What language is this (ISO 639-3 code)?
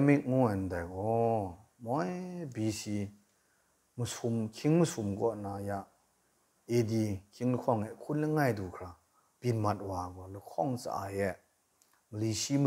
kac